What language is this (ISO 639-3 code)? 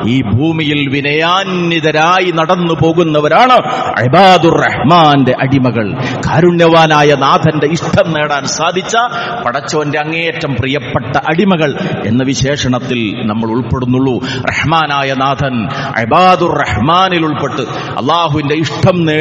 mal